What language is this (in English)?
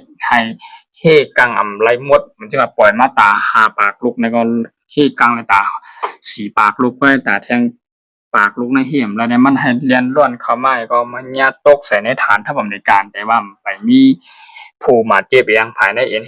Shan